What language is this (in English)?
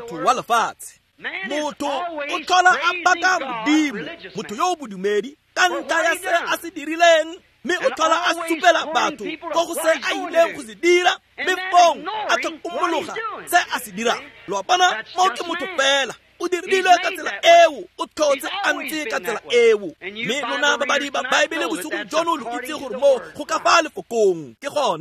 Tswana